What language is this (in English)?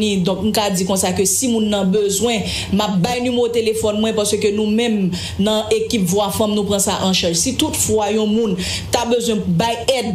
Haitian Creole